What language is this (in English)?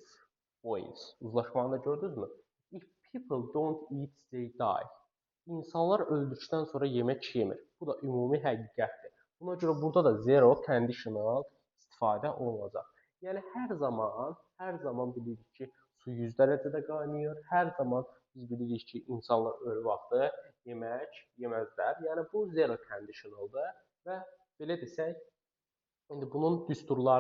Azerbaijani